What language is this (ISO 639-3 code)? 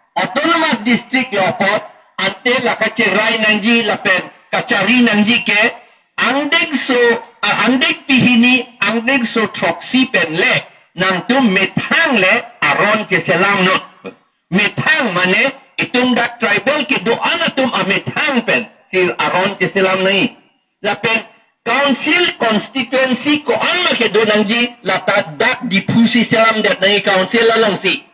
mjw